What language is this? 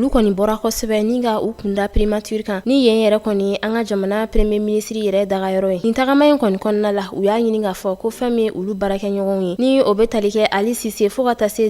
Bambara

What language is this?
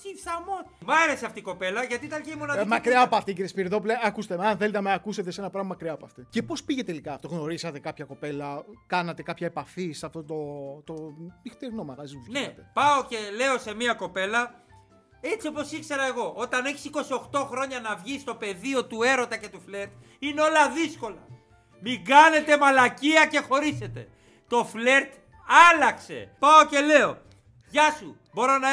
Greek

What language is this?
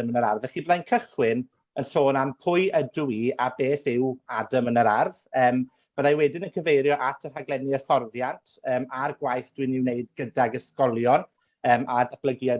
Welsh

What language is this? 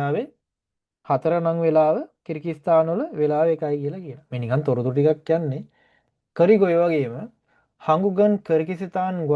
Sinhala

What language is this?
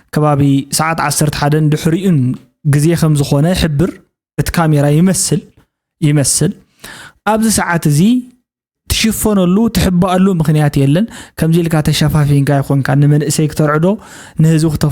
Tigrinya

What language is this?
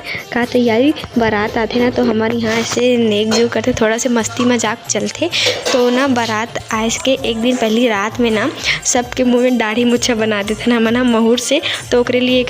Chhattisgarhi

